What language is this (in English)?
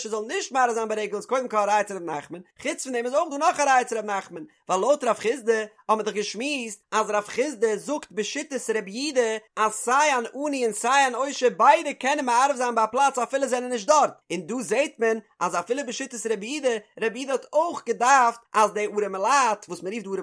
Yiddish